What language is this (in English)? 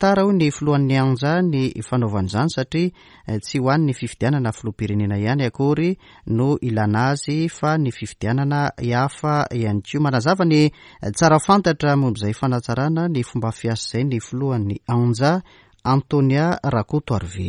Malagasy